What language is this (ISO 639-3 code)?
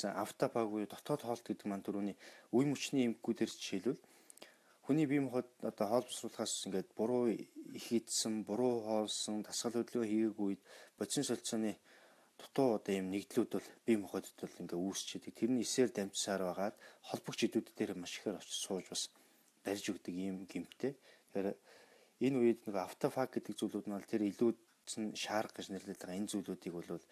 mon